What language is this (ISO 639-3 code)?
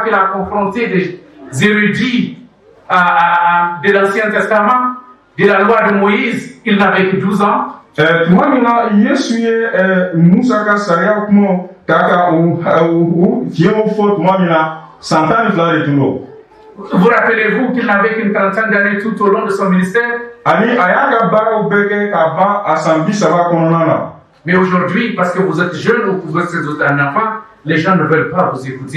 bam